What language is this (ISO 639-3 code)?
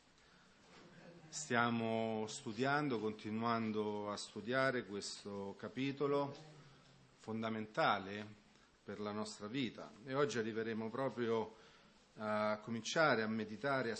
ita